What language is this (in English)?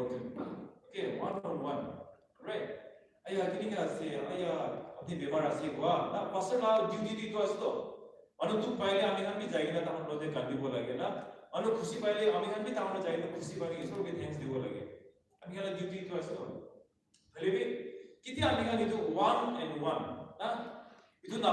Naga Pidgin